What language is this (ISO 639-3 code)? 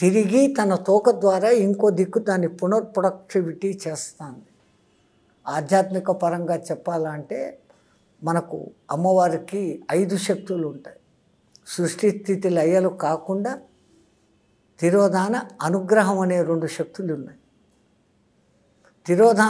tel